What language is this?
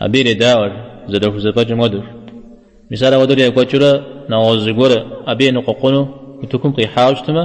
Kabardian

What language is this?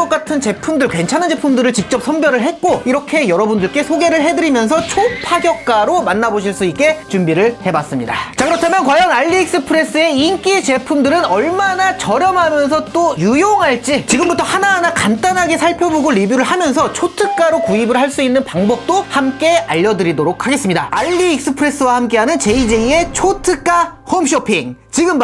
Korean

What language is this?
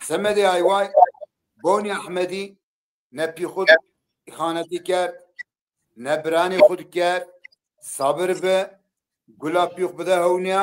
Zaza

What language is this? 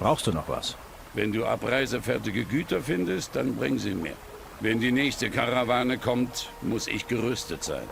Bavarian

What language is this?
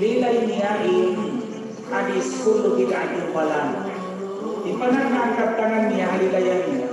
Tausug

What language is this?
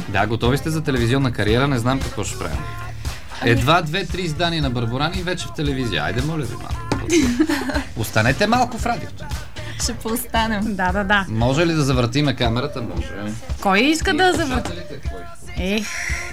Bulgarian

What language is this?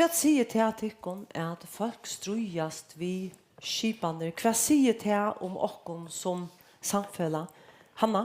Faroese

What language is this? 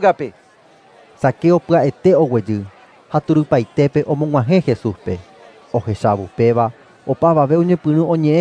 Guarani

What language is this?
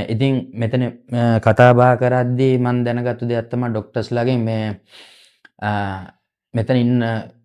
Sinhala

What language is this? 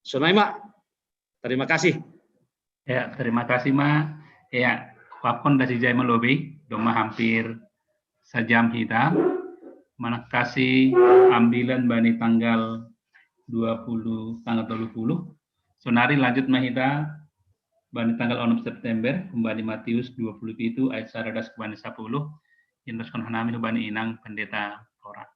Batak Simalungun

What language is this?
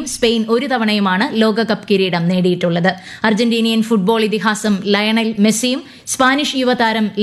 Malayalam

